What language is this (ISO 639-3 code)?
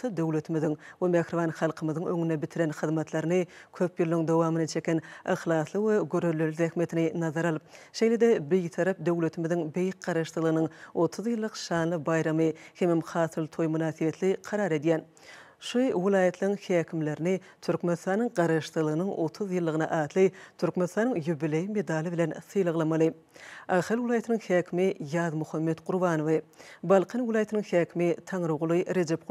tuk